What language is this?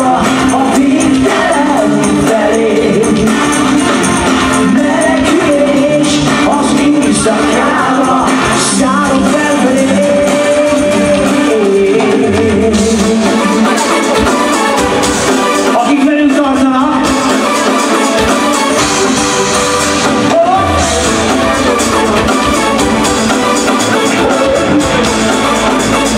Hungarian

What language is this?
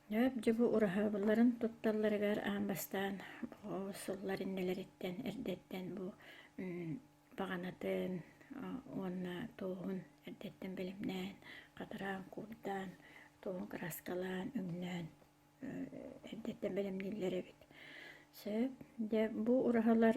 Yakut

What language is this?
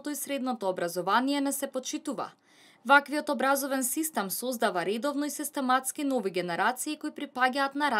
Macedonian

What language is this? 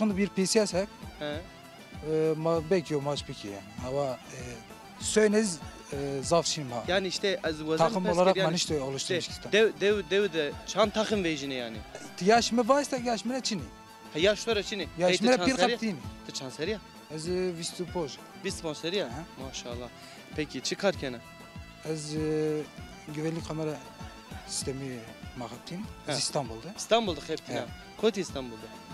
Zaza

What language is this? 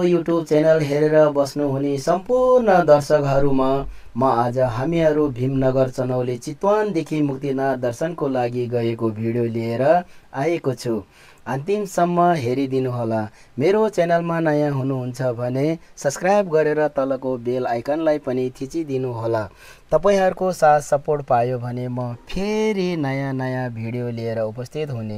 Nepali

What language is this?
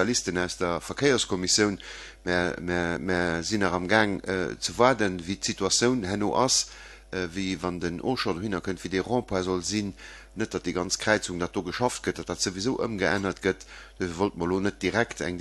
Luxembourgish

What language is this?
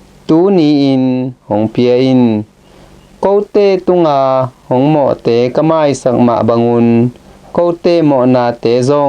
Tedim Chin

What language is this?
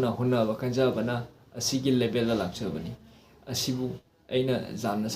Manipuri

